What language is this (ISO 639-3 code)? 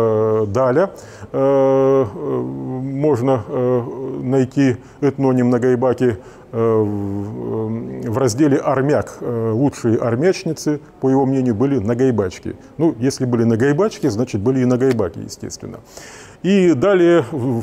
rus